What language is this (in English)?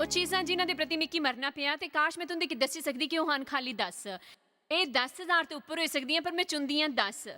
Dogri